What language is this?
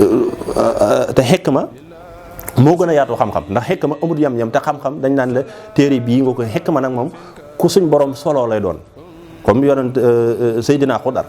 Wolof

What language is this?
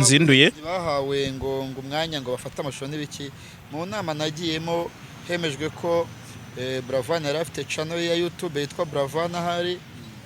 Kinyarwanda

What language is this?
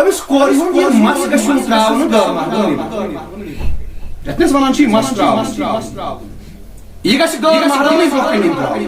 Kashmiri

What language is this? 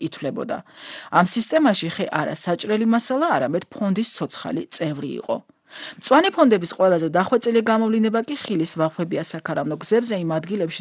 Georgian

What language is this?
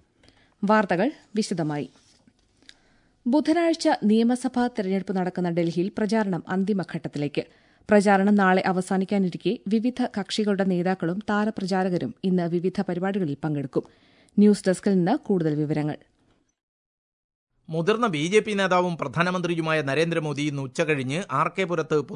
Malayalam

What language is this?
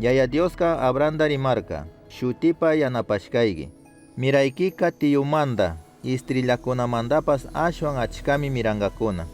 Chimborazo Highland Quichua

